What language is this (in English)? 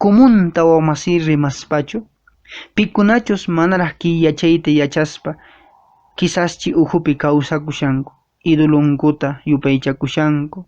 Quechua